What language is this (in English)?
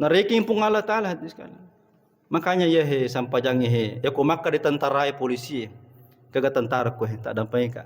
Buginese